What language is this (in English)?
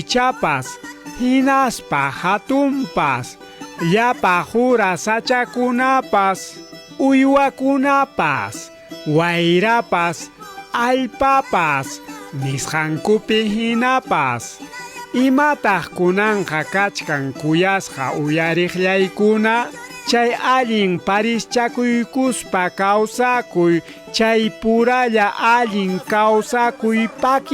Ayacucho Quechua